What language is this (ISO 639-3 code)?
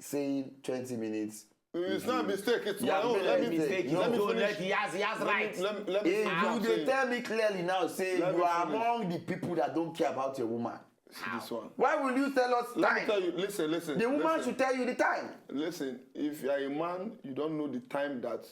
pcm